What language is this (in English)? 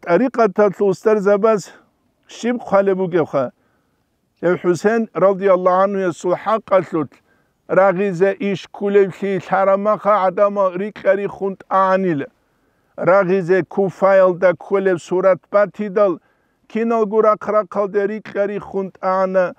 Avaric